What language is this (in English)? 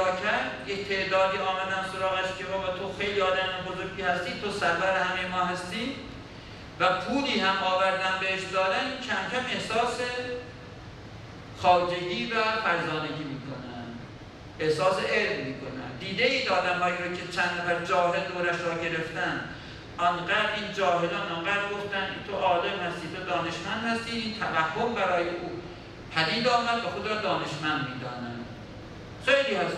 Persian